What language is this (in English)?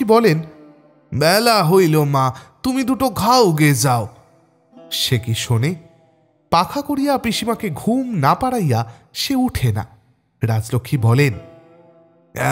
Bangla